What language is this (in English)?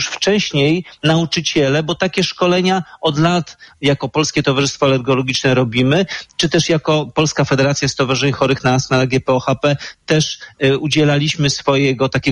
Polish